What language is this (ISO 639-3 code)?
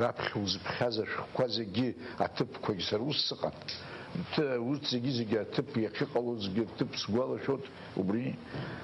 abk